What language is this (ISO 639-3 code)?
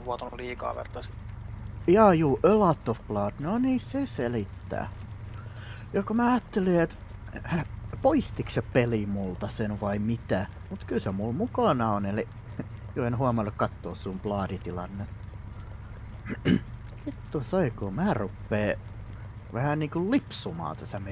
fin